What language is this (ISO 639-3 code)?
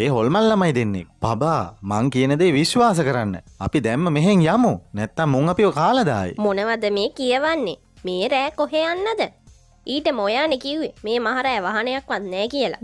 sin